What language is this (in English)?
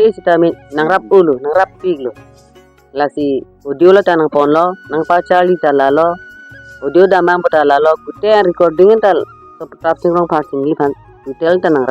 Karbi